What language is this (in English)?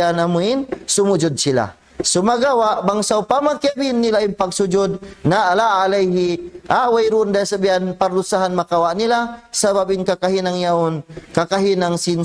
Tausug